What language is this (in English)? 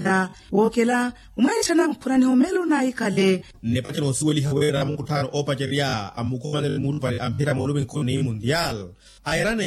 Makhuwa